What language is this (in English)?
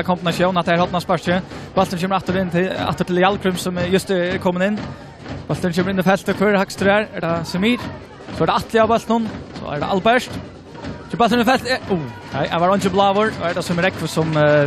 Faroese